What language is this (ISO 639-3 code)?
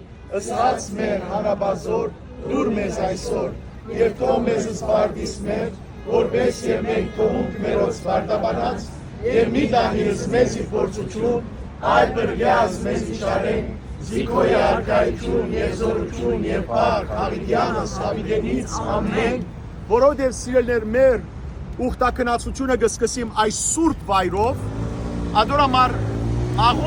hyw